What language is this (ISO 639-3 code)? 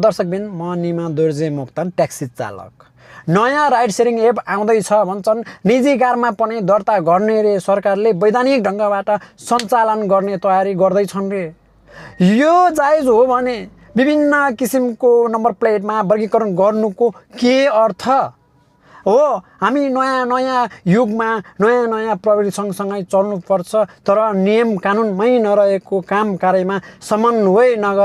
nep